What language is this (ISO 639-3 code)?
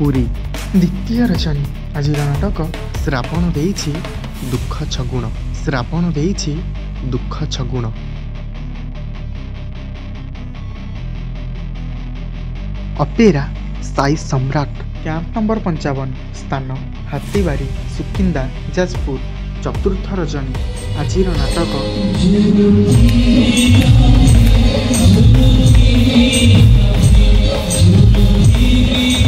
ori